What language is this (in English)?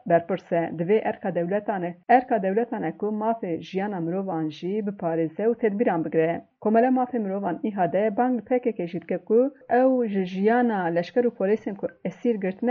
Kurdish